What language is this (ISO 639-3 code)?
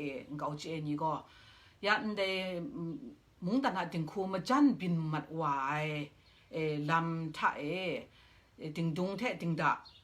kac